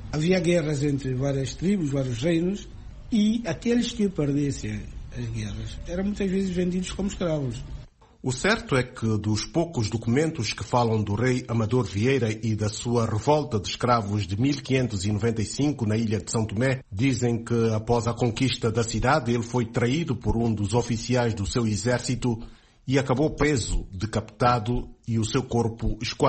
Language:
Portuguese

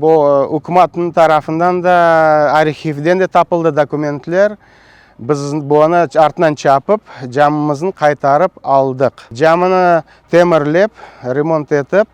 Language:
Crimean Tatar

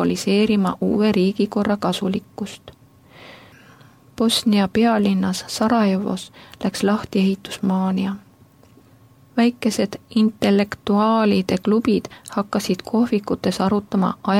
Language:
Estonian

